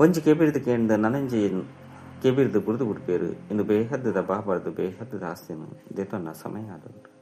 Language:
Tulu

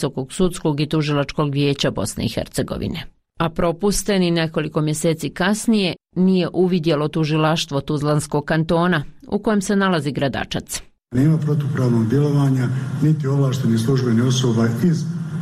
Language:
Bosnian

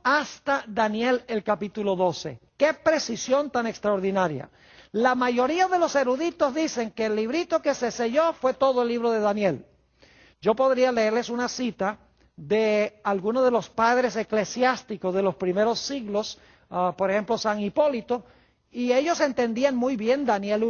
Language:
Spanish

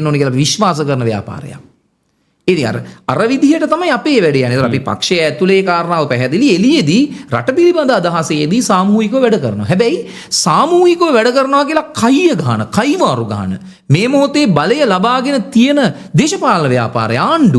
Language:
Sinhala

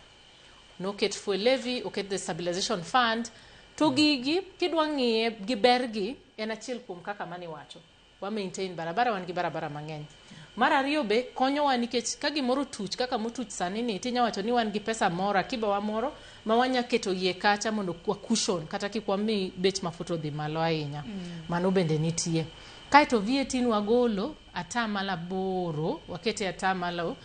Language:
Luo (Kenya and Tanzania)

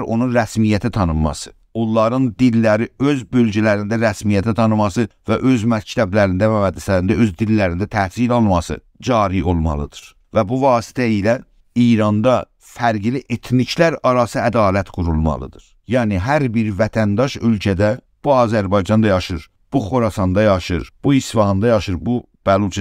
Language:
South Azerbaijani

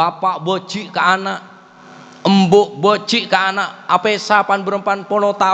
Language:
Madurese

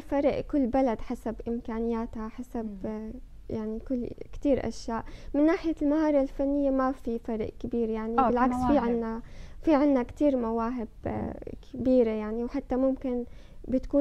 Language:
North Levantine Arabic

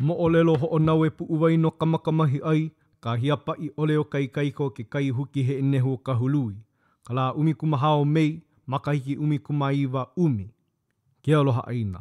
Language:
Hawaiian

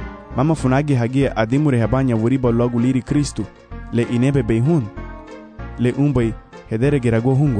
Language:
Garifuna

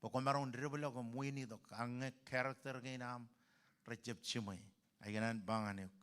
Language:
Marshallese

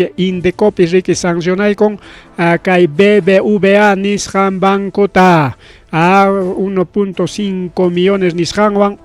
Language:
Ayacucho Quechua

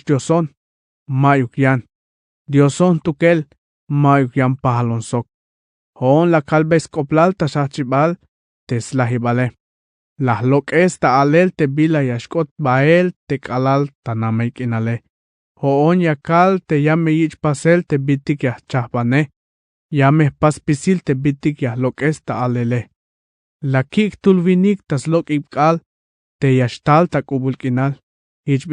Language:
Tzeltal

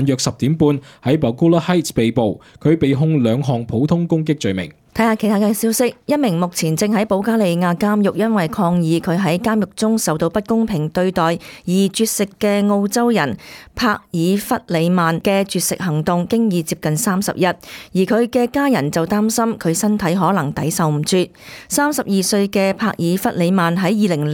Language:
Cantonese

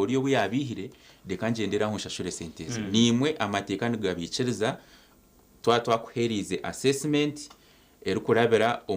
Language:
Nyankole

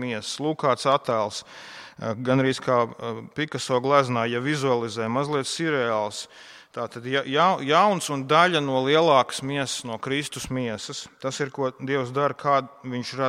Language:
Latvian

